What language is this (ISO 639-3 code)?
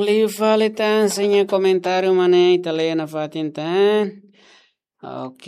tet